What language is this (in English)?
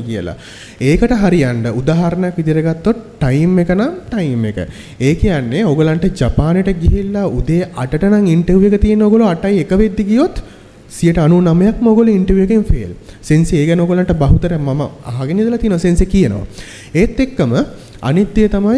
Sinhala